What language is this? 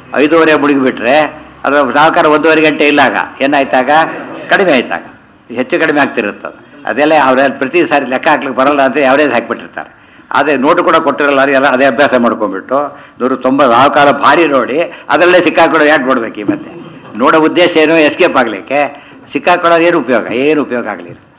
Kannada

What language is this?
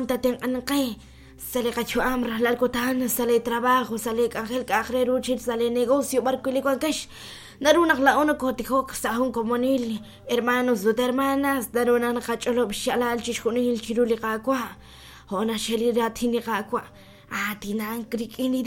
Kekchí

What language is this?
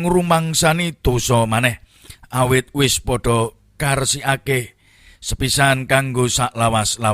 Javanese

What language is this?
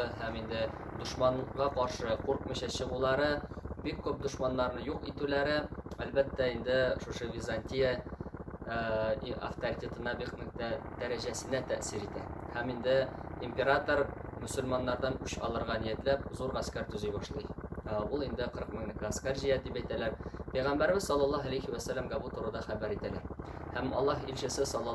Tatar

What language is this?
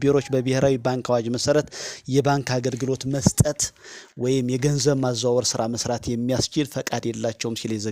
Amharic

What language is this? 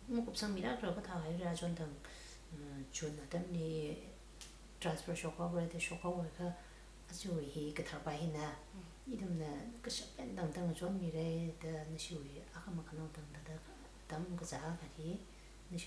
Tangkhul Naga (India)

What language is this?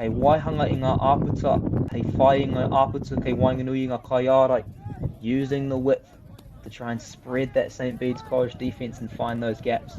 Māori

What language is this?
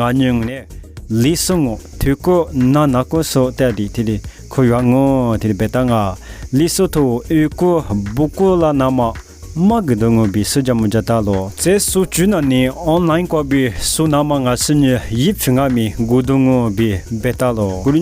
Lisu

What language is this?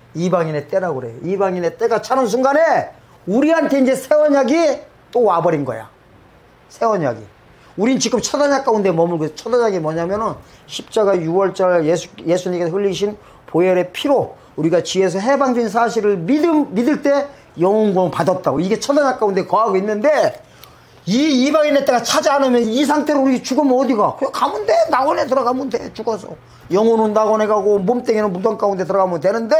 Korean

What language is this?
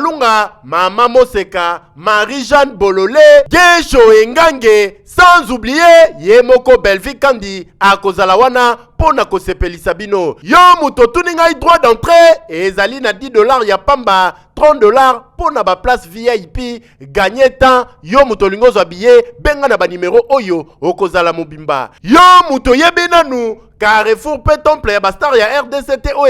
Lingala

